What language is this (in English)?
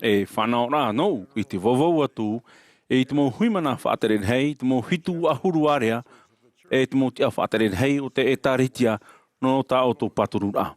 Tahitian